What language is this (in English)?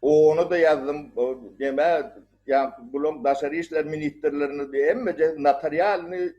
Turkmen